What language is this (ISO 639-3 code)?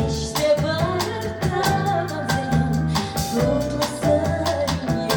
chv